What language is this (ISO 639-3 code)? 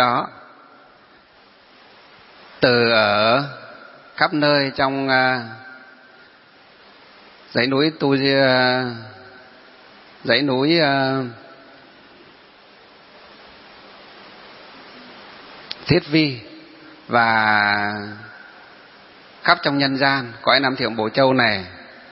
vie